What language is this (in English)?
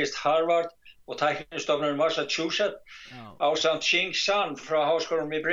Icelandic